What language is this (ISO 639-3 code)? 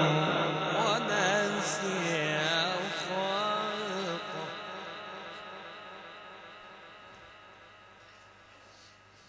ara